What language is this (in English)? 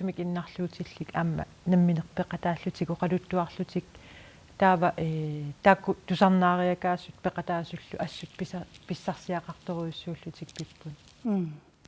Kalaallisut